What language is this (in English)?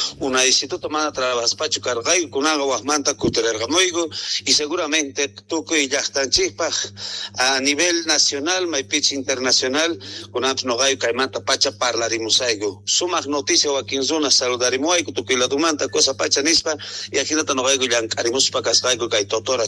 Quechua